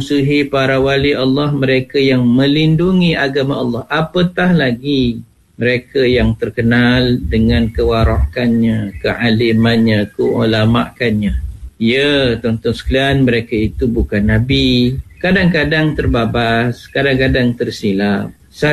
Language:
Malay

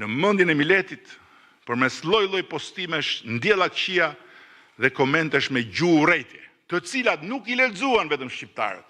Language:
Albanian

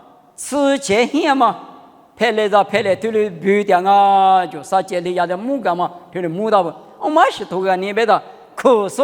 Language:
Lisu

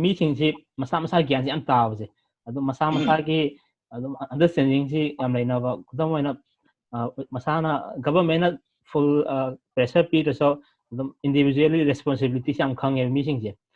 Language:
Manipuri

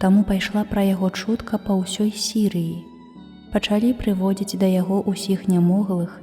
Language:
Belarusian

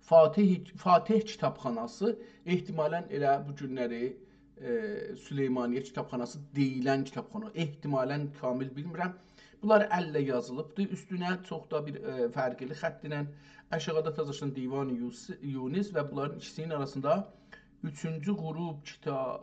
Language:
South Azerbaijani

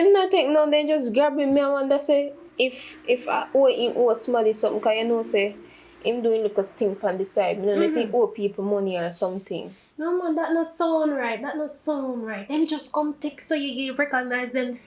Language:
Jamaican Creole English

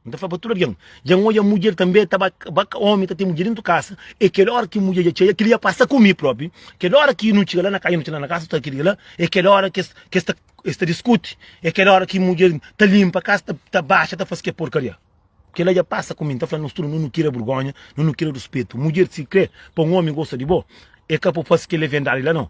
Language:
Kabuverdianu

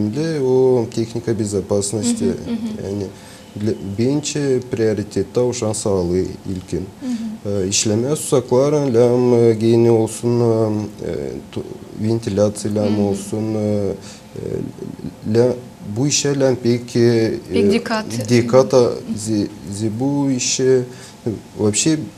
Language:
Gagauz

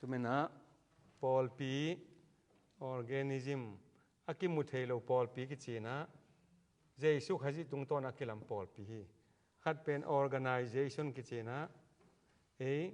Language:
Tedim Chin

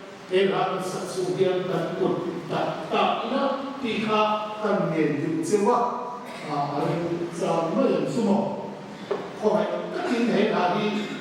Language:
Hmar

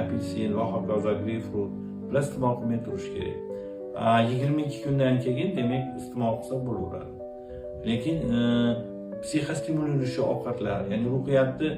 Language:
Uzbek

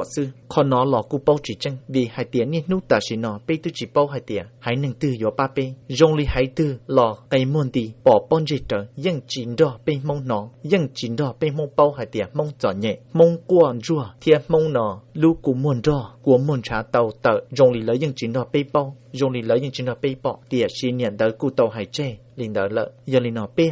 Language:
Hmong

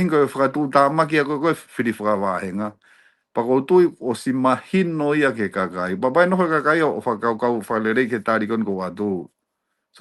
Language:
Tongan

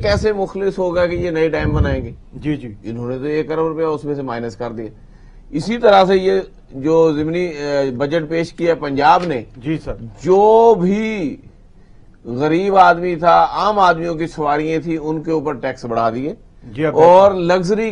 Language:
Urdu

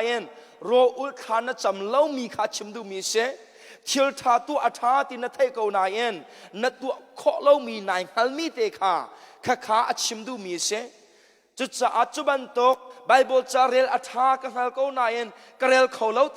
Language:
Hakha Chin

